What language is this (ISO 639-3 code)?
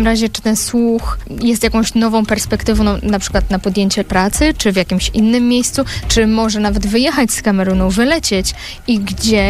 pol